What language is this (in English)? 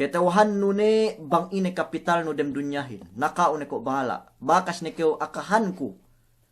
Yakan